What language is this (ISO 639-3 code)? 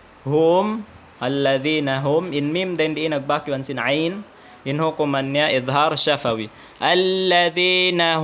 tsg